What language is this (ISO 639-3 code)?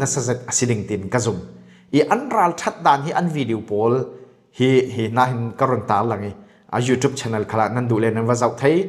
cfm